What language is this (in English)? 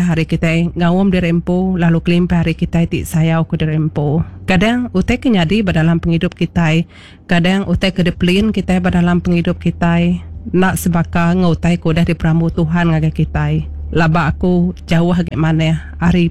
Iban